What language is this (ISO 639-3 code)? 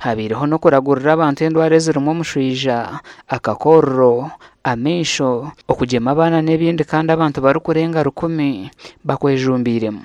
nyn